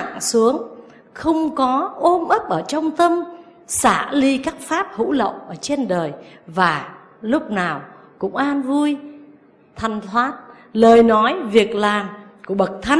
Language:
Vietnamese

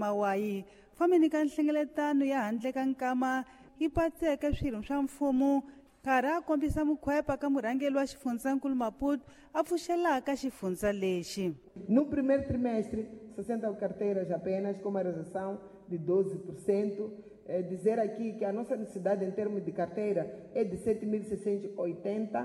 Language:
Tsonga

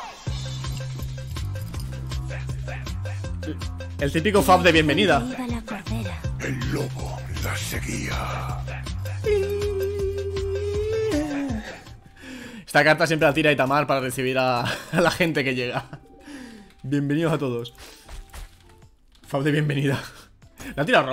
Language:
Spanish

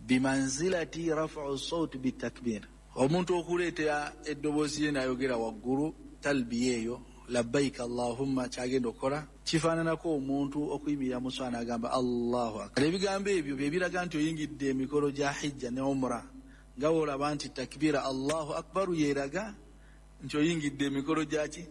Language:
Ganda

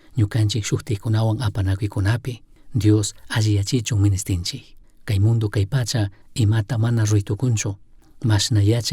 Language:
Chimborazo Highland Quichua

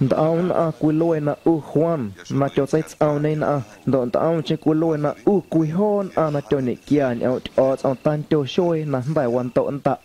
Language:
Guerrero Amuzgo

